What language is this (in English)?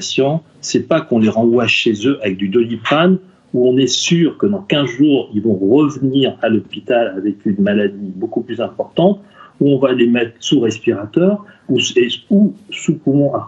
French